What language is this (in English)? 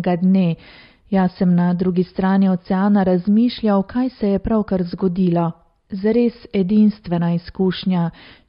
Slovenian